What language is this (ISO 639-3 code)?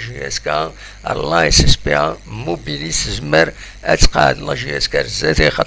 kab